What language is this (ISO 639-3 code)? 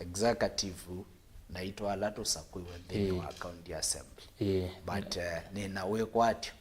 kam